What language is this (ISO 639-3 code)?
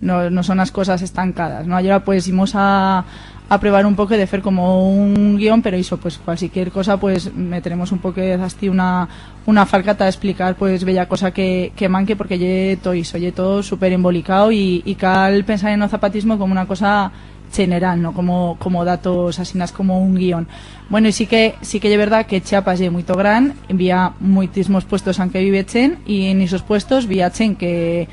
arg